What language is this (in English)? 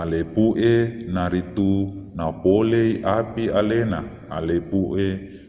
Buginese